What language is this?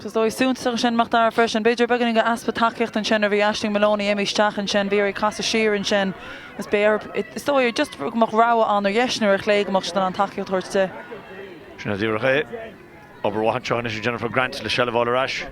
Irish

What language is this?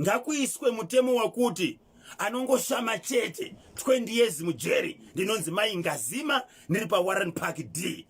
Shona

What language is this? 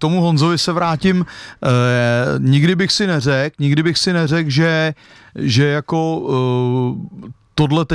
Czech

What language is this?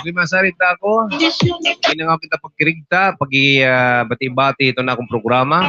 Waray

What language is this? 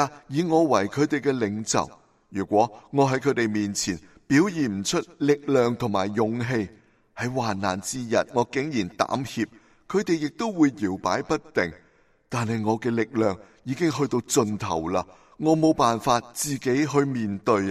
Cantonese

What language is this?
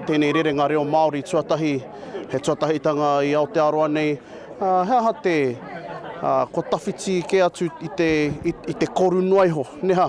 Māori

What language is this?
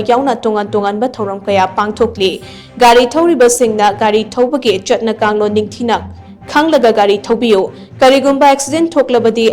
Manipuri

